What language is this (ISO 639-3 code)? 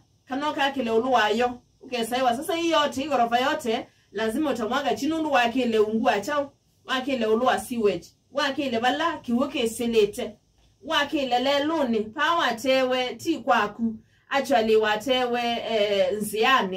kam